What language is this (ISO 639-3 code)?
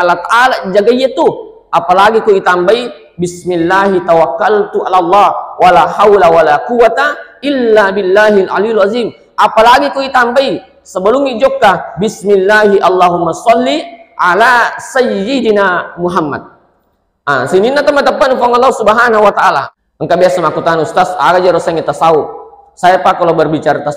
bug